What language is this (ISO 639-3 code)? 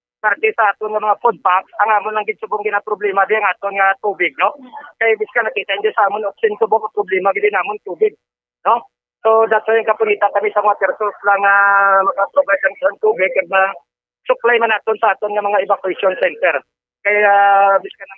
hil